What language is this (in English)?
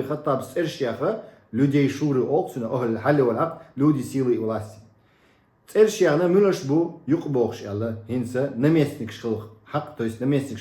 Chechen